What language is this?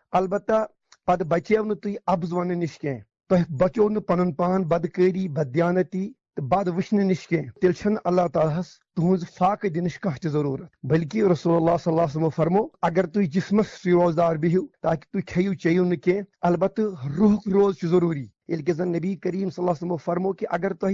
Kashmiri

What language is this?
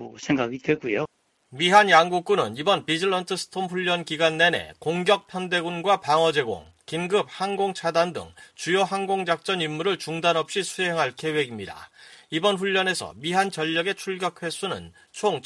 Korean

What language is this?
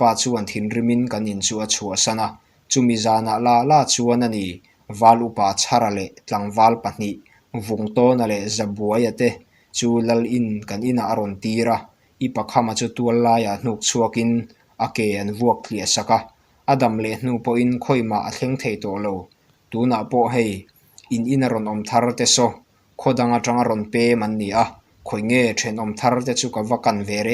Mizo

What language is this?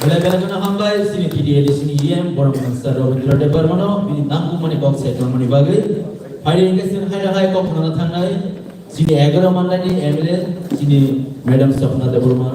Kok Borok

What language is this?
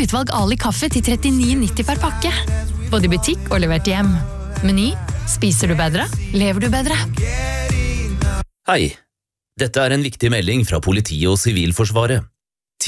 Norwegian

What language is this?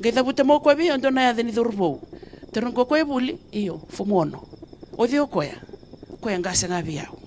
Fijian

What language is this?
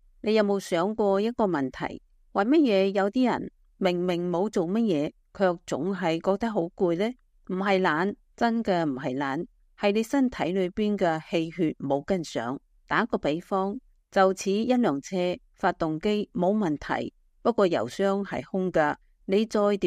Cantonese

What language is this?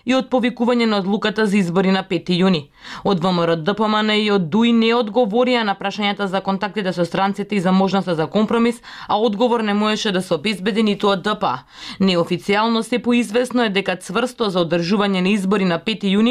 Macedonian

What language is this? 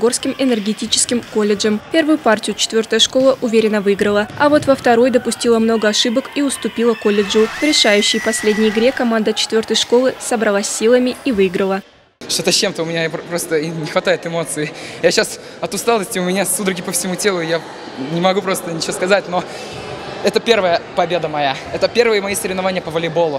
Russian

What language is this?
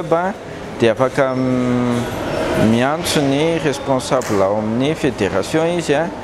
Malagasy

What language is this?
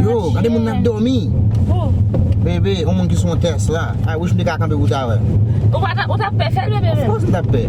Haitian Creole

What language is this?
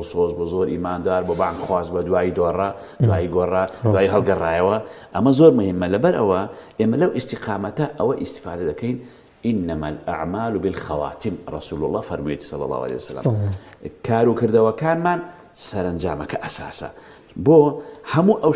Central Kurdish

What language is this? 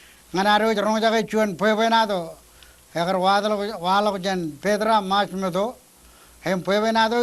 Marshallese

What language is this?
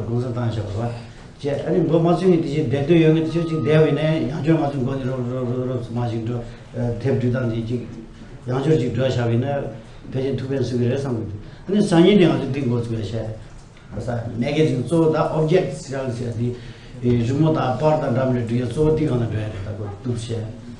Tibetan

